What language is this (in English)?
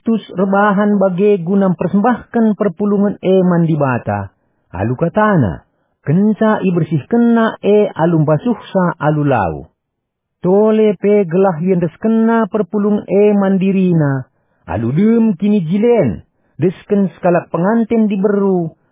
Batak Karo